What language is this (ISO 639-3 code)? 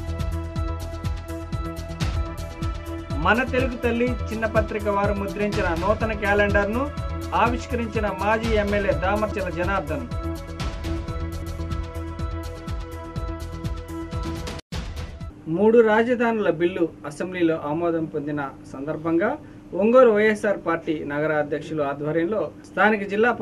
tel